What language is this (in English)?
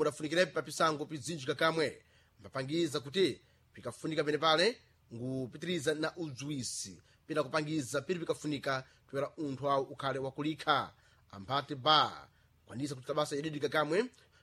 Sena